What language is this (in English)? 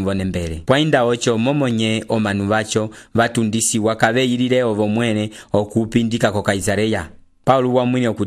Umbundu